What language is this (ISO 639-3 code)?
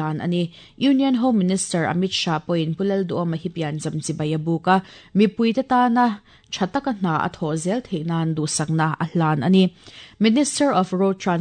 lus